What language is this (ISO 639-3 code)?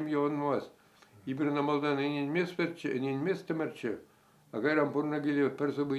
chv